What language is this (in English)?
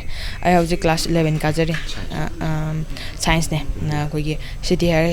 Manipuri